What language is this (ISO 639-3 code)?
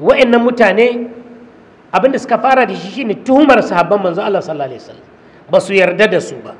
hau